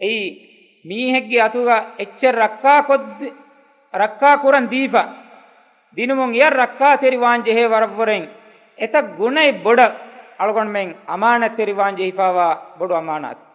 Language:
Divehi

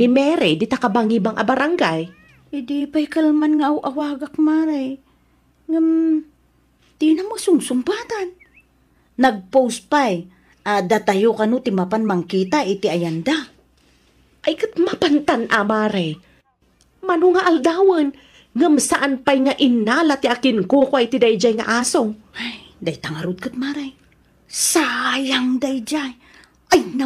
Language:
Iloko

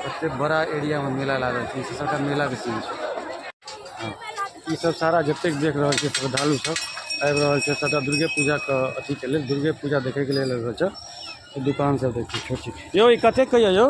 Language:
Maithili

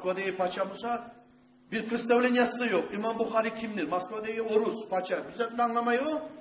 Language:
Kumyk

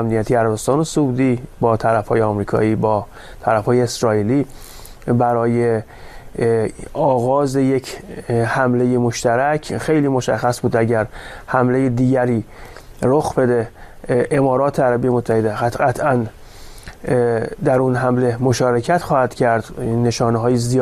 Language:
Persian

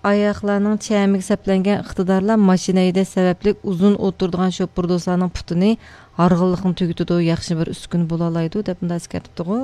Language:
Uyghur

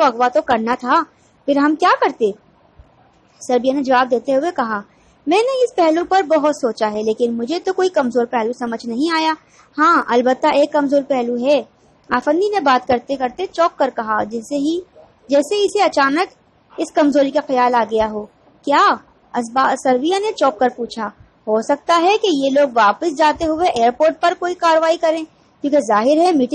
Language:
Urdu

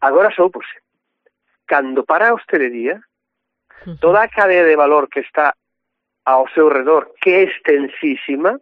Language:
Galician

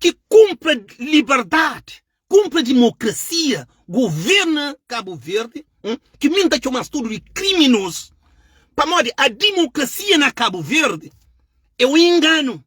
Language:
Kabuverdianu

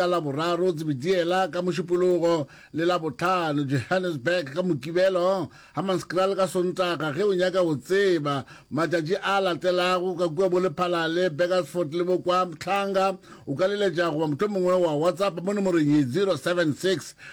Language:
Northern Sotho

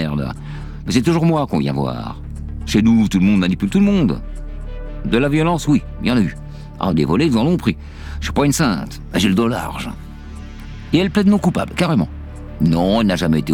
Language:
French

